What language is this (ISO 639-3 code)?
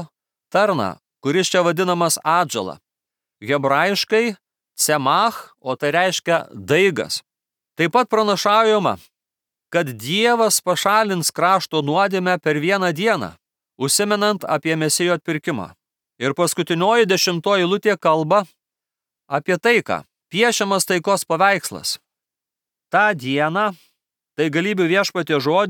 lit